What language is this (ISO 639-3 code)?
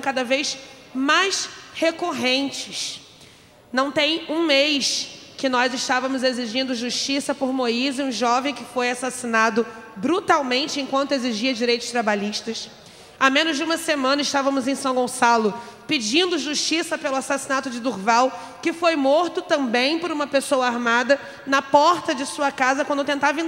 por